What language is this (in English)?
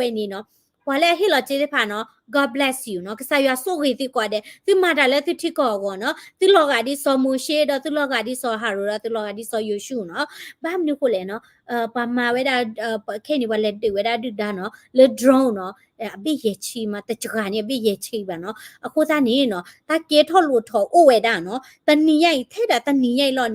S'gaw Karen